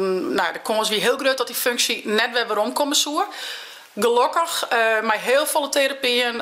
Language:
Western Frisian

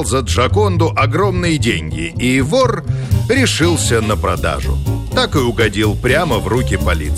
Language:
Russian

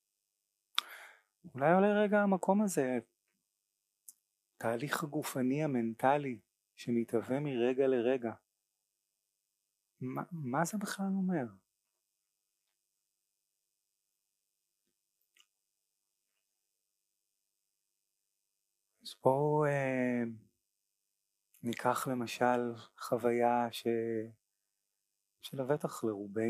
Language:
Hebrew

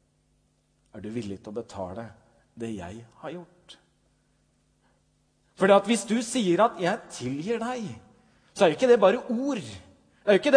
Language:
Norwegian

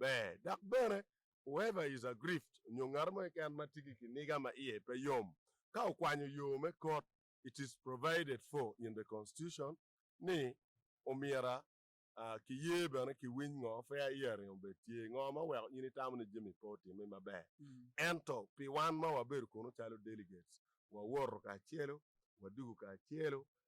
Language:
Acoli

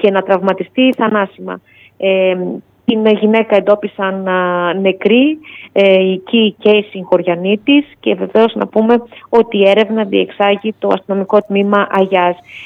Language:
Greek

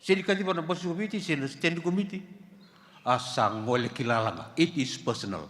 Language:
Fijian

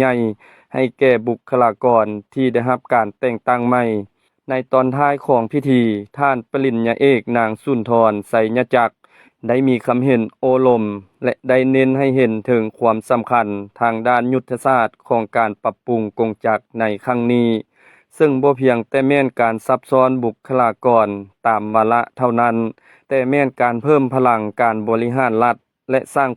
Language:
Lao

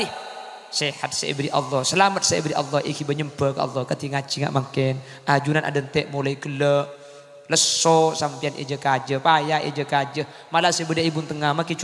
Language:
Madurese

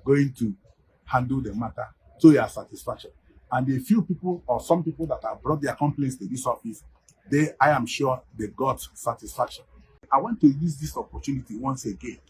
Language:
Igbo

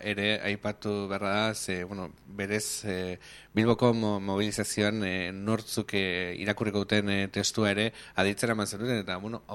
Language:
Basque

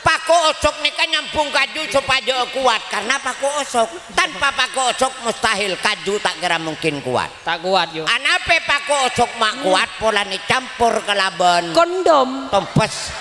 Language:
Madurese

